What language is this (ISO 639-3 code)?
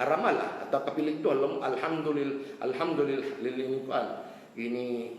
tsg